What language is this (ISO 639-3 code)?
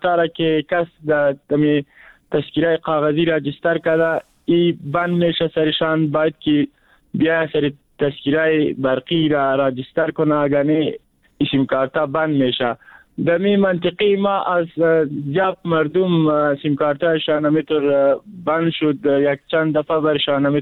fas